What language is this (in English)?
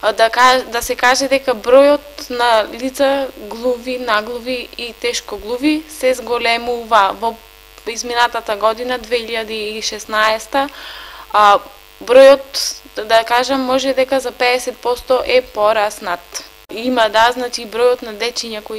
Macedonian